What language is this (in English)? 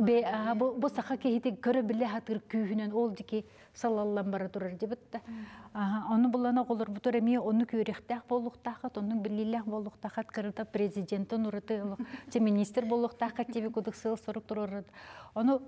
Yakut